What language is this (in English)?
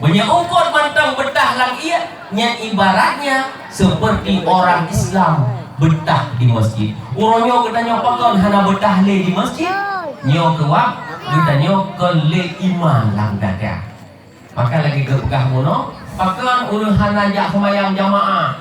Achinese